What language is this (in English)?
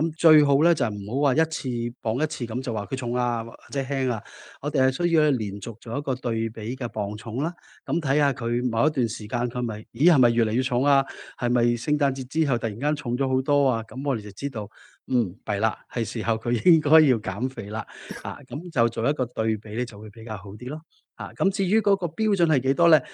Cantonese